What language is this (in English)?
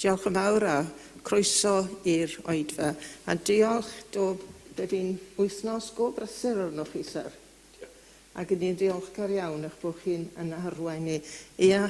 Welsh